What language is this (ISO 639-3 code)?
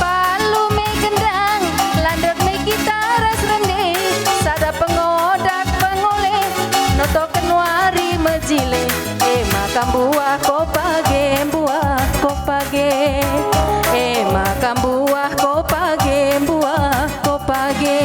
btx